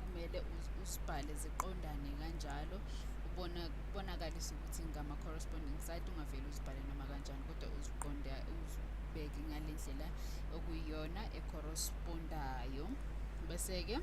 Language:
Zulu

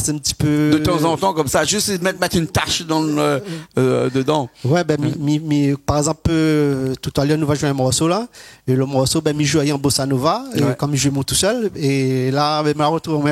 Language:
Réunion Creole French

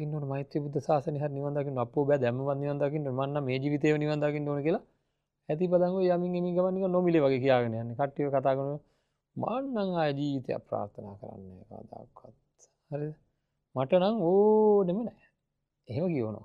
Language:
Sinhala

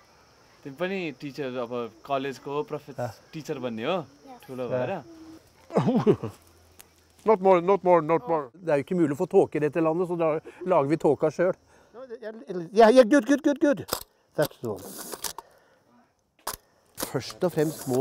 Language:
Norwegian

